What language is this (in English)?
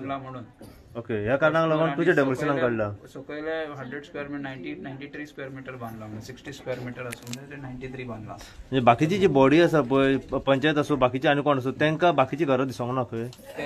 Konkani